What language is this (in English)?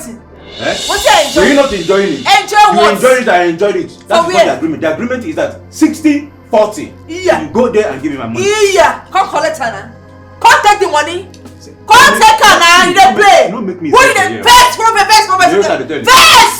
Nigerian Pidgin